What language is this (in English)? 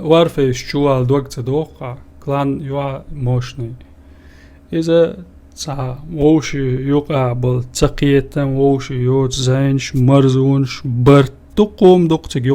Chechen